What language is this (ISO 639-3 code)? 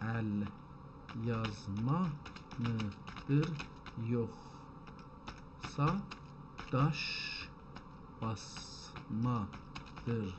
azb